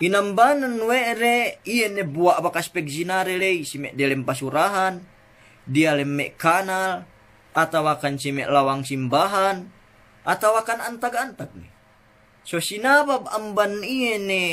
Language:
Yakan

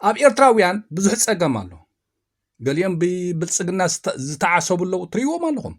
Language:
Tigrinya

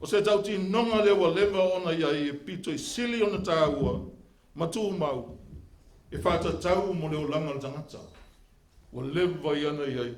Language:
Samoan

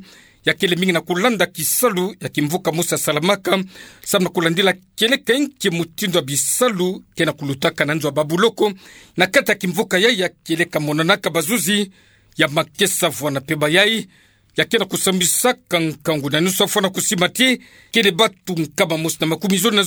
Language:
Kituba (Democratic Republic of Congo)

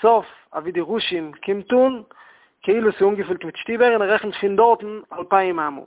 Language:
Yiddish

